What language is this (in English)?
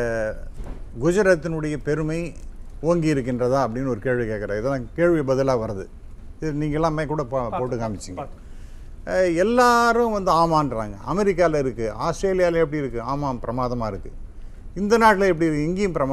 Tamil